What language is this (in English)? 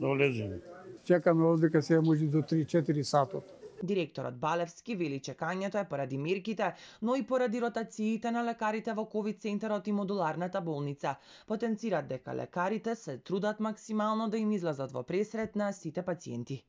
Macedonian